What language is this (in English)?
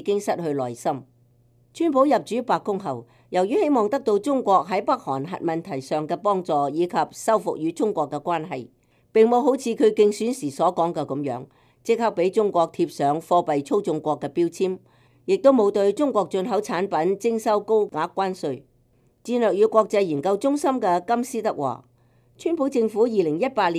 Cantonese